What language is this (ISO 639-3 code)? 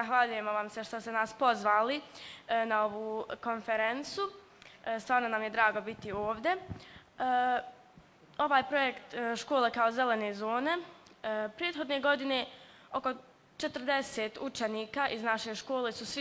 bos